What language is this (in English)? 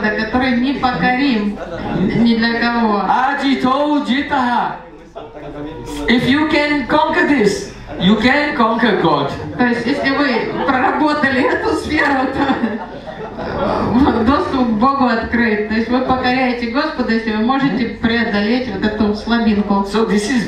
Russian